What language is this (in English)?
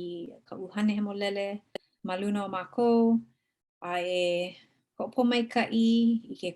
Hawaiian